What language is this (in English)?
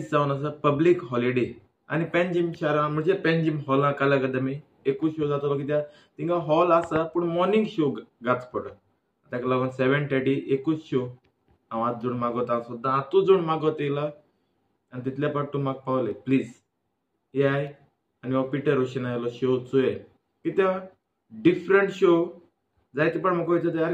Konkani